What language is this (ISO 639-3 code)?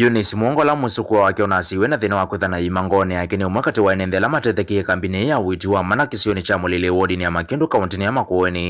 kam